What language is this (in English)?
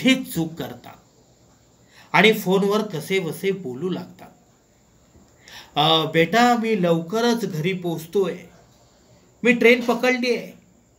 Marathi